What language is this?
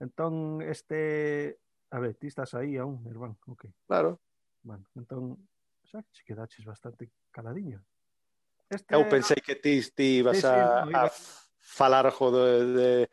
Galician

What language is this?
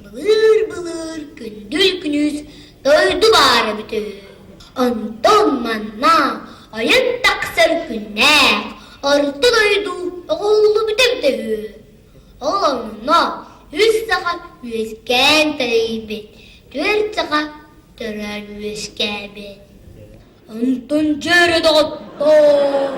Yakut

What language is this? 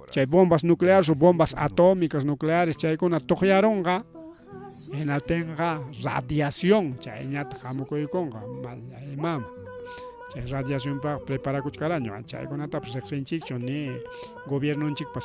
Ayacucho Quechua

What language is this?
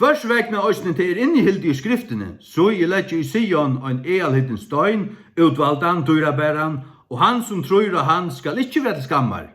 Faroese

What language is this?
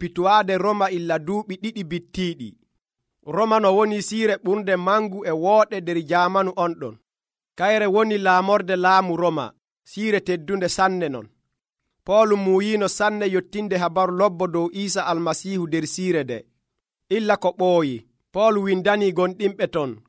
Nigerian Fulfulde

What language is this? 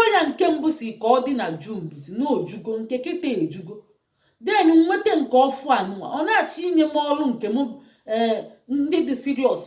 Igbo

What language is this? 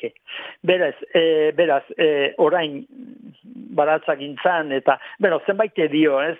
Basque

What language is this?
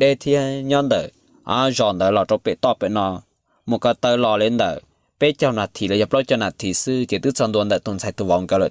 Hmong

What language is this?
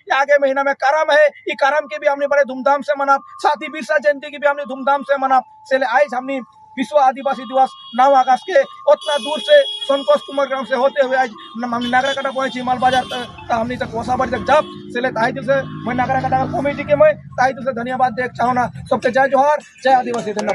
Sadri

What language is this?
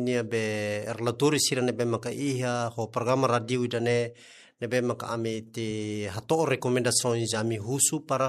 Tetum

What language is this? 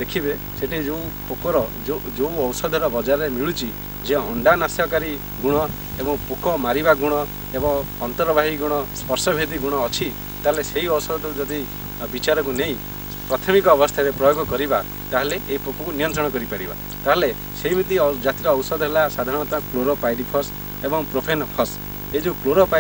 Odia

